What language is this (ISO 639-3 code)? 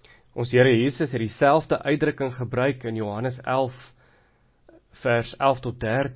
afr